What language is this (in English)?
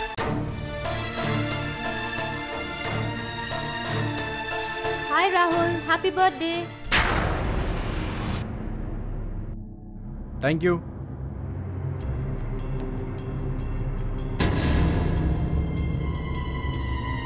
Telugu